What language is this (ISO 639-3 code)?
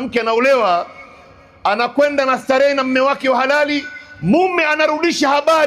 swa